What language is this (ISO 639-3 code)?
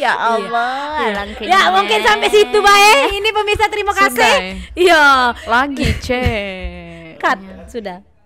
mui